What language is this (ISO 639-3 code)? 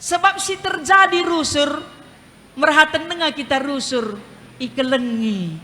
btx